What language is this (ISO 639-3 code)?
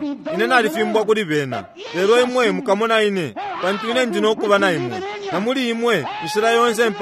bem